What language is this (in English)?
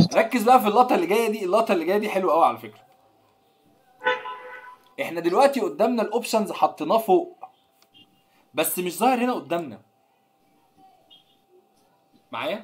Egyptian Arabic